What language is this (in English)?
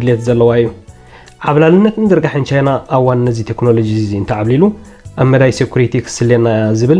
Tigrinya